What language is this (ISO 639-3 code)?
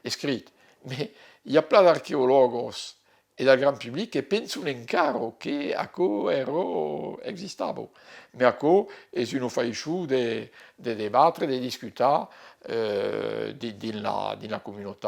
oci